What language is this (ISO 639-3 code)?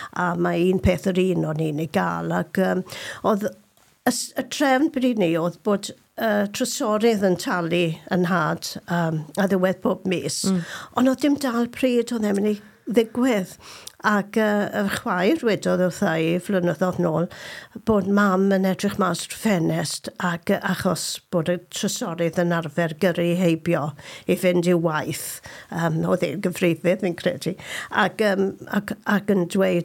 cym